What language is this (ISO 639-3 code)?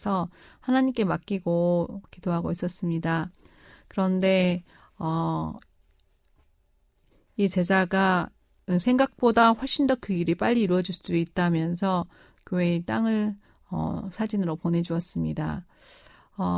kor